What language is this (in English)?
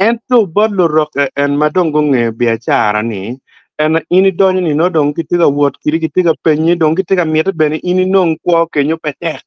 Acoli